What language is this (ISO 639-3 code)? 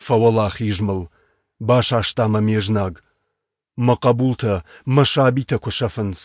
oss